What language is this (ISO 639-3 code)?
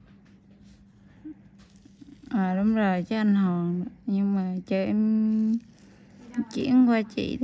vie